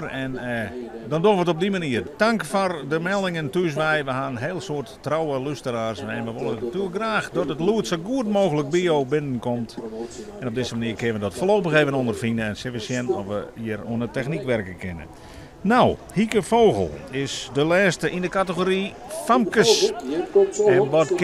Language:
Western Frisian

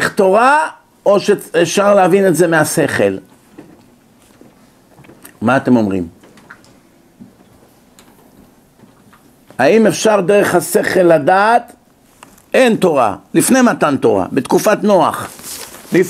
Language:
Hebrew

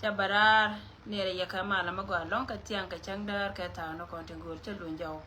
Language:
Nuer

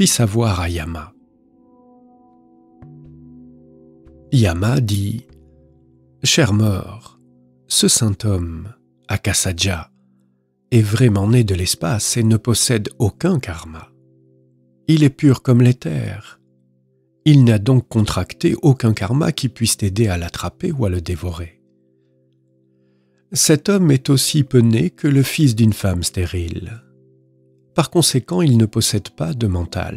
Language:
French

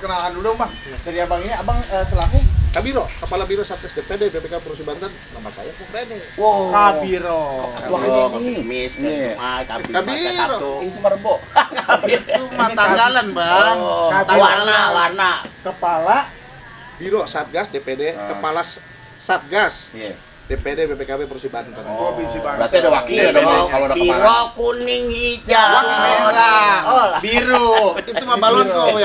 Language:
Betawi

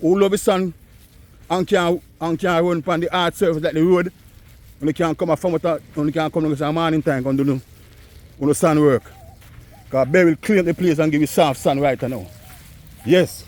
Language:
Jamaican Creole English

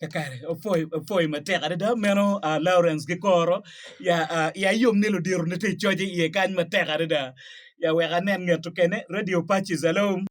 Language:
Acoli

